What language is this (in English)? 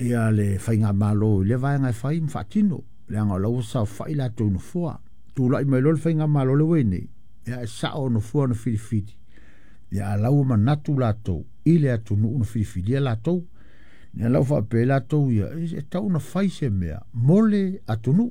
Samoan